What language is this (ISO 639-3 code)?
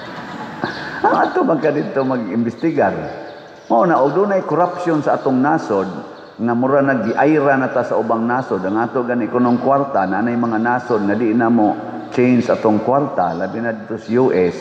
ceb